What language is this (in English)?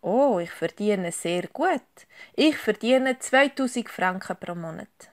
Swiss German